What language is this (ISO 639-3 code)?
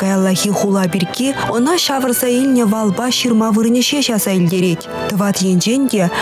chv